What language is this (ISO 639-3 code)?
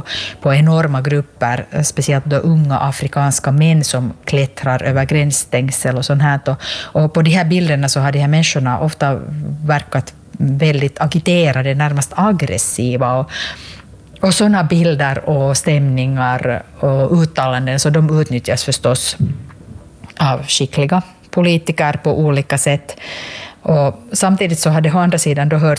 swe